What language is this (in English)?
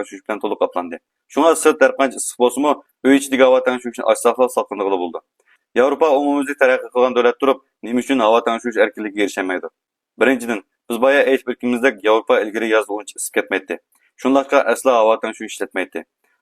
Uyghur